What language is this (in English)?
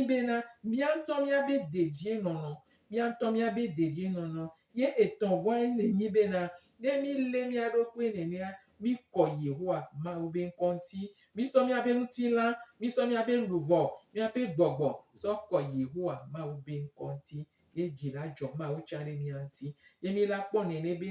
Gen